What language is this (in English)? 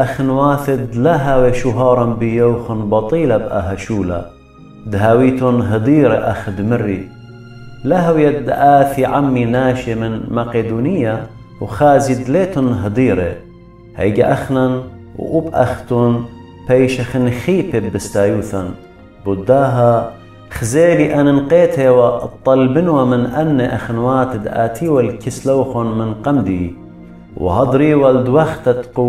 Assyrian Neo-Aramaic